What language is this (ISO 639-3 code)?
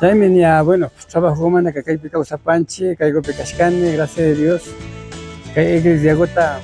qvi